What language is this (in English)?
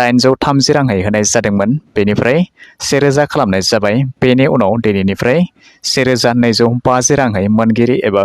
Bodo